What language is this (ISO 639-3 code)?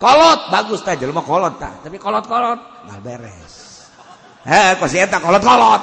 sun